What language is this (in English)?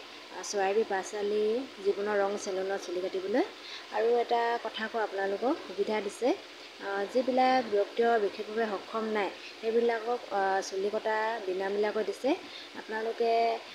Assamese